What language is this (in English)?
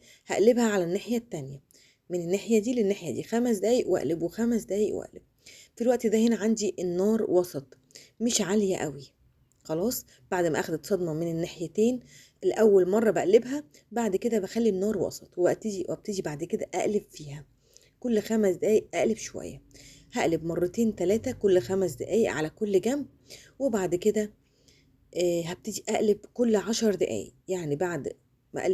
Egyptian Arabic